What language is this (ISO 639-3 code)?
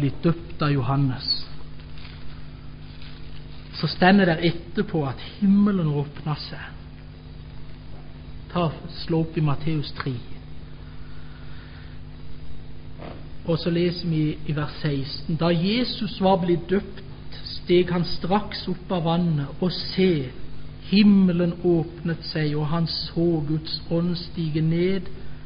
nor